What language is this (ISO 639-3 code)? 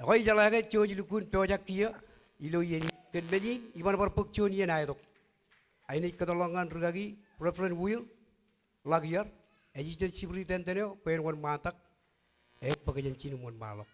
mah